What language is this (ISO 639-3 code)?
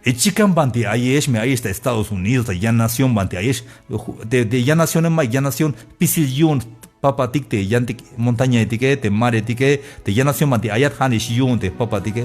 tzh